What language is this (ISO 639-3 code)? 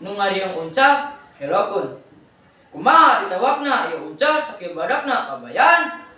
sun